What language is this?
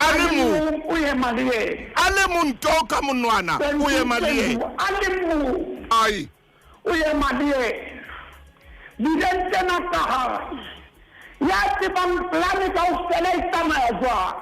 Southern Sotho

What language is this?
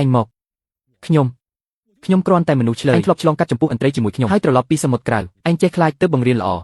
Khmer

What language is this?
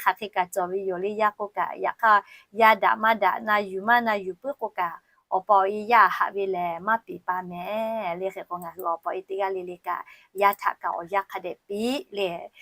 Lahu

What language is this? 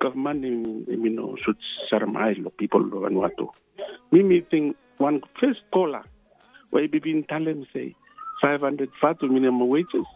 Bislama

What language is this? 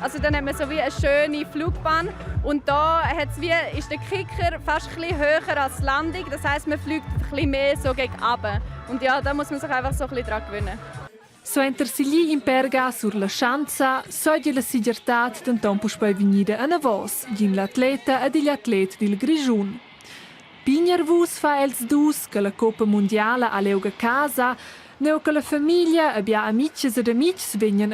Romansh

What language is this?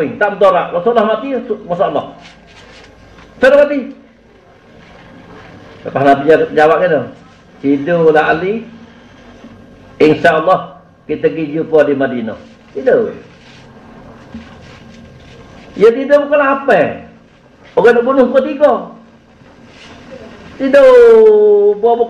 Malay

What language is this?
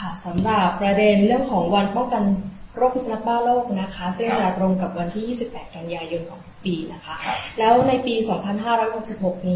Thai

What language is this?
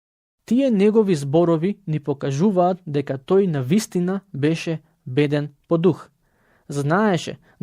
Macedonian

